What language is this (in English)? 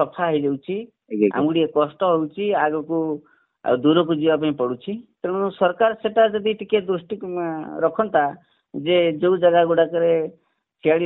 Odia